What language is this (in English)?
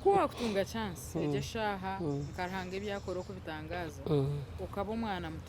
Nyankole